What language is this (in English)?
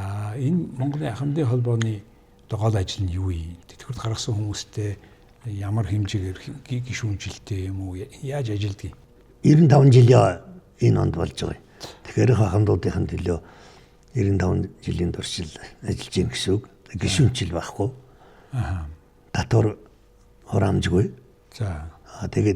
Mongolian